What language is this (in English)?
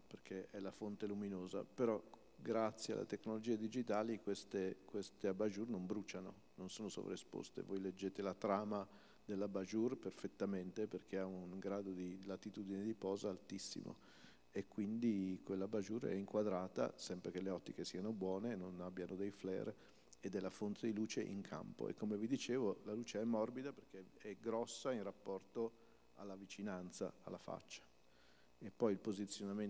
Italian